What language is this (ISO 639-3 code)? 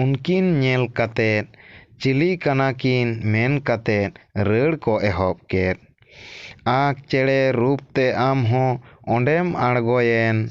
sat